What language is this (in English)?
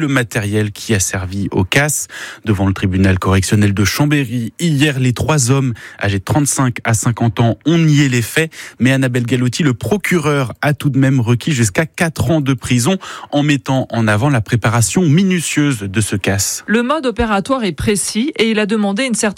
French